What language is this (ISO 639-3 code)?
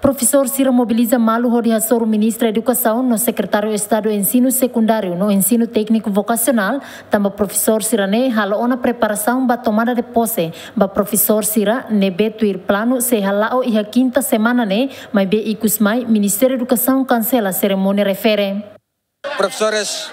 tet